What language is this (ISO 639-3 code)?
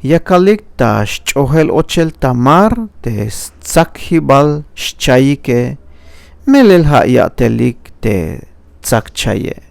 tzh